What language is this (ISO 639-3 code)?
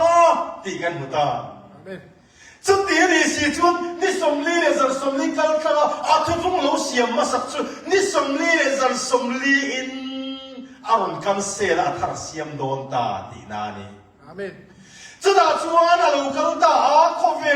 cnh